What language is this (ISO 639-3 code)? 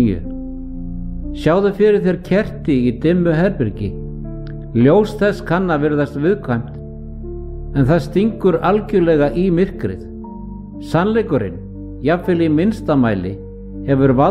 isl